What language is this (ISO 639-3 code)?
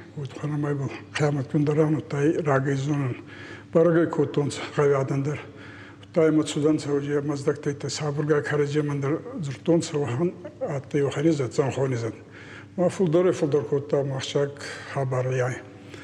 oss